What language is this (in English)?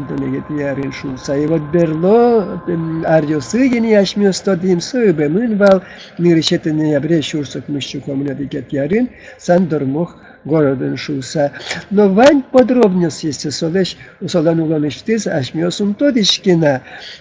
Udmurt